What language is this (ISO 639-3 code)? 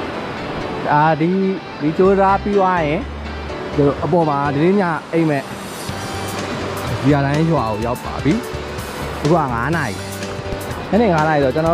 mya